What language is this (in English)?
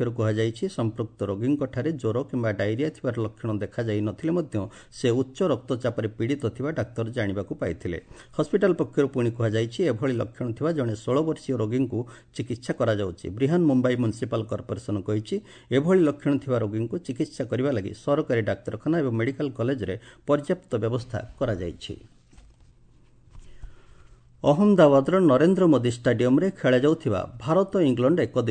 Odia